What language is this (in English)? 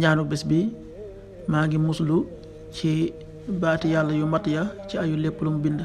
Wolof